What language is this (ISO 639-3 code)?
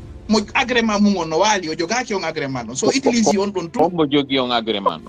ful